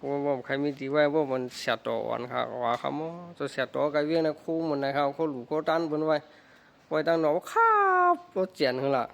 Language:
Shan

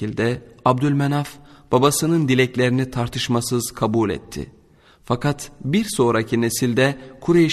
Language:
Turkish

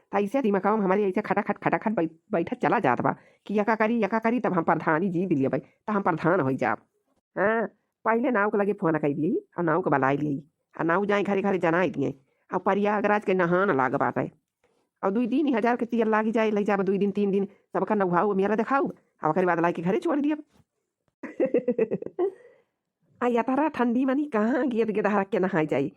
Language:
Awadhi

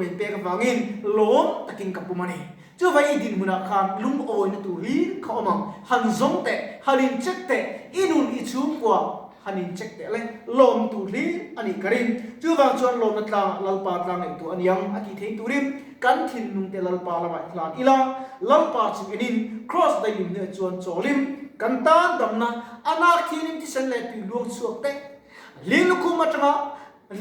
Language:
Mizo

